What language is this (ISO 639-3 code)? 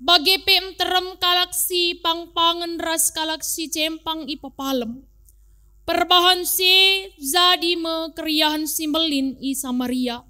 btx